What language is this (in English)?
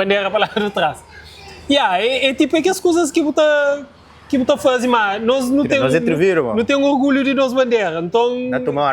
Kabuverdianu